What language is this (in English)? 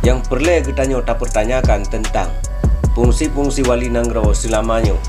Achinese